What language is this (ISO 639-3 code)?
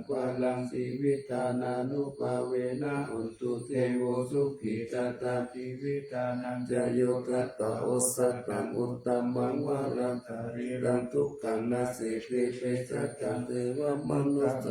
pli